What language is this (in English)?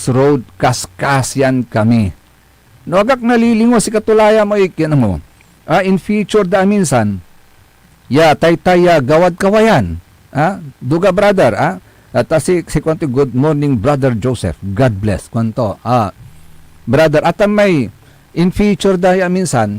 Pangasinan